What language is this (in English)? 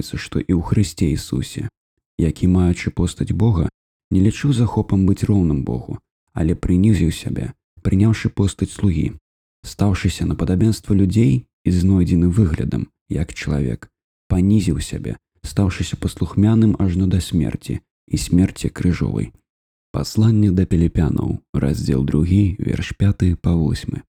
Belarusian